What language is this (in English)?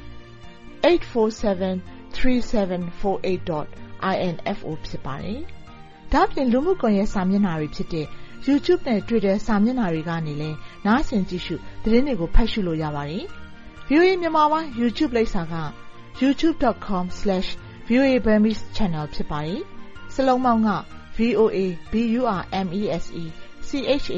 Burmese